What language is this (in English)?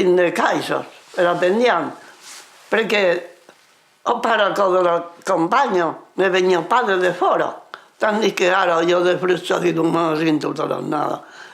Occitan